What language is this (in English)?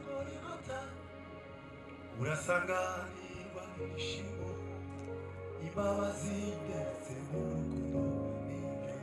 Kinyarwanda